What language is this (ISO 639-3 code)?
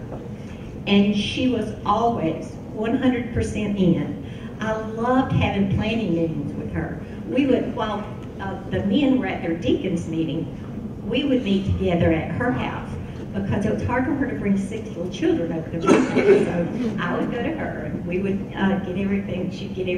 eng